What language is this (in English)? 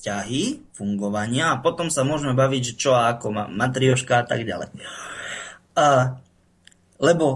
Slovak